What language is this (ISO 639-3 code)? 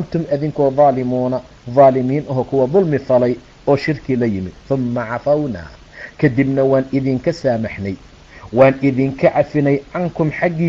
som